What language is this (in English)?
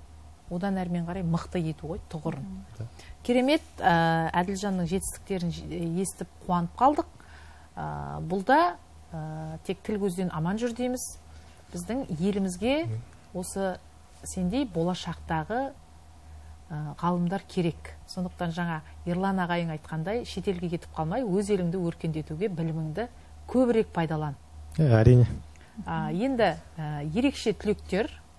Kazakh